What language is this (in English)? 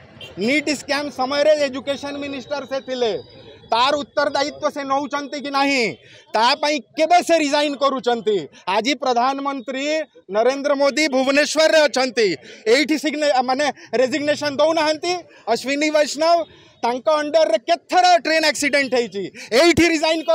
Odia